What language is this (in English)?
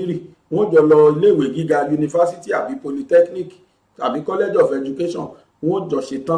Yoruba